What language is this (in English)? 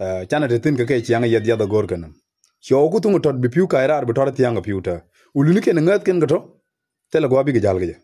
Nuer